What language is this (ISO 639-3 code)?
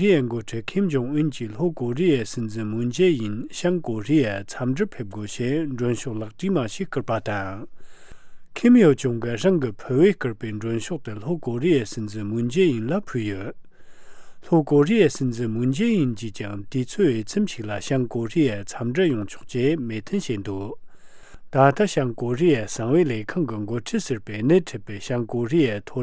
bod